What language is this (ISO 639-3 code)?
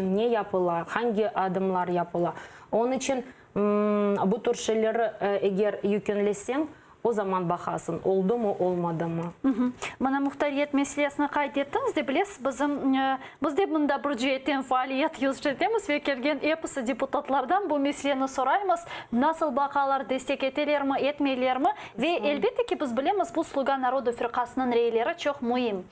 crh